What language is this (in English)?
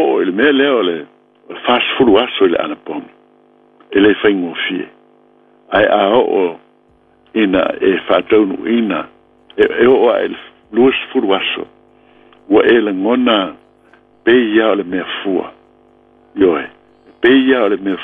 Samoan